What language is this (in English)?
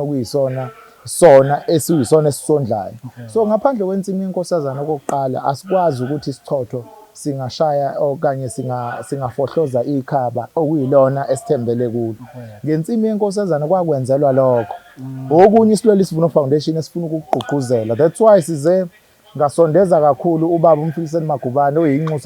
Zulu